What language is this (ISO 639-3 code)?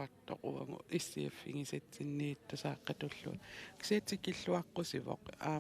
kal